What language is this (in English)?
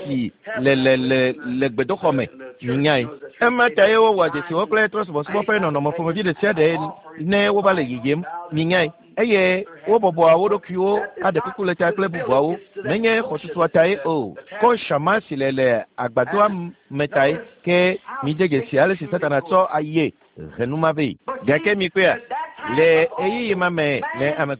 Ewe